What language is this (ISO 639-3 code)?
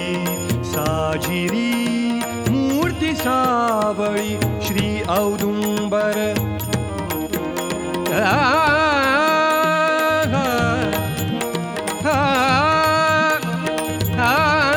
mar